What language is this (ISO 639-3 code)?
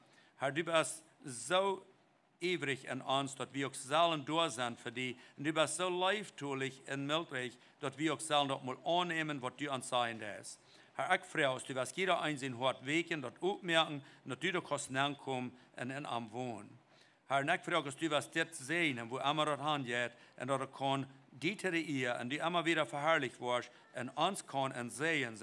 pdt